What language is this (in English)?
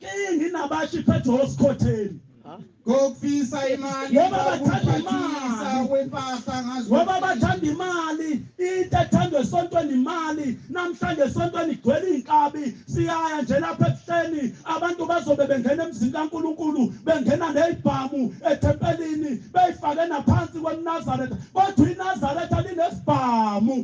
Zulu